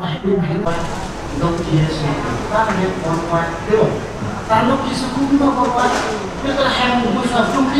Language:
Central Mnong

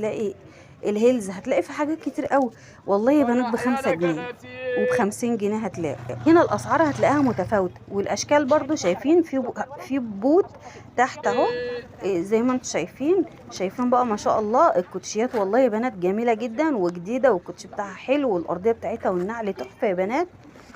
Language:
Egyptian Arabic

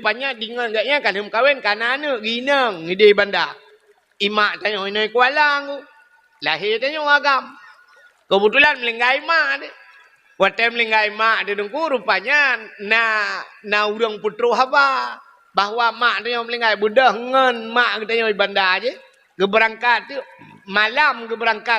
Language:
Achinese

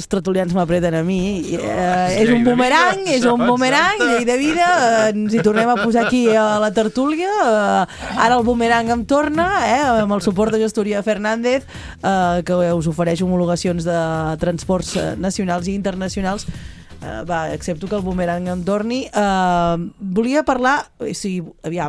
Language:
Catalan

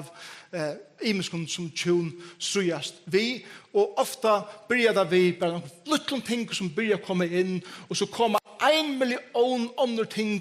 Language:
Faroese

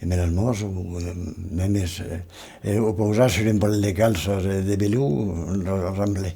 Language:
Occitan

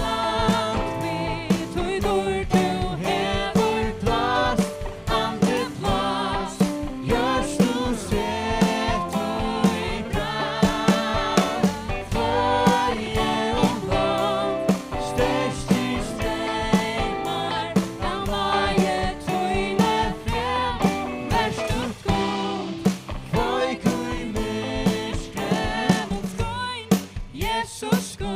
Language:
Faroese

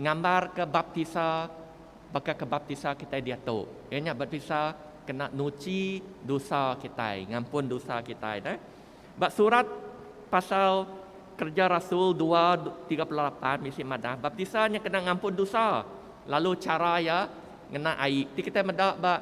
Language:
Iban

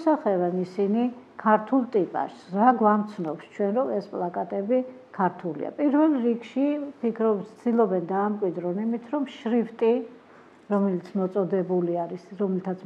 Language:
Georgian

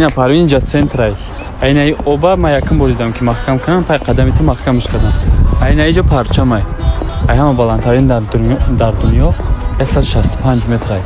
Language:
Tajik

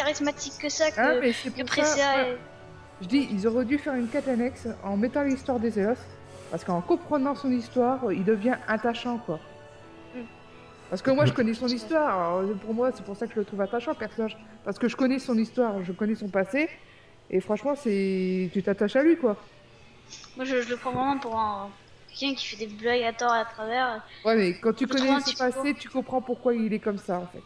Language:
French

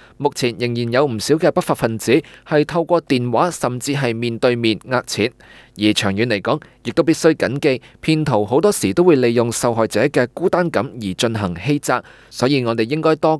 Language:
Cantonese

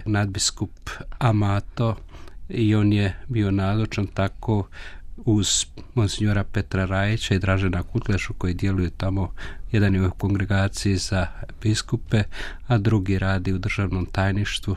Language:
Croatian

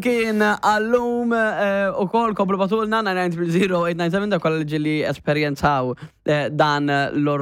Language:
Maltese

